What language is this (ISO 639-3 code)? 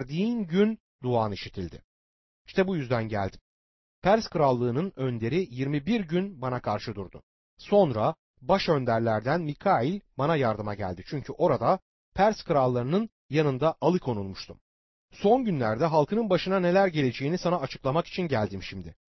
tur